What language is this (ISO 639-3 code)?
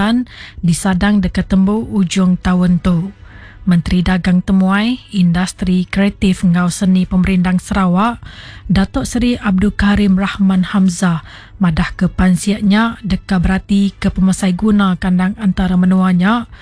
iba